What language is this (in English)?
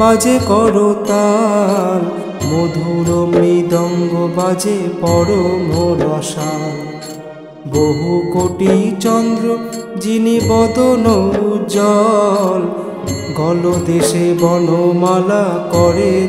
Bangla